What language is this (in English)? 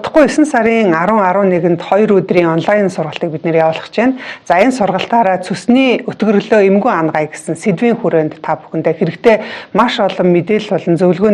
Mongolian